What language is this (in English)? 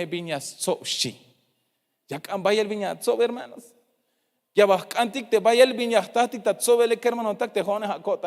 Tzeltal